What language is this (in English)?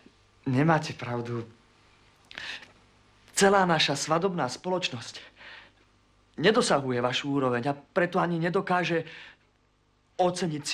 Slovak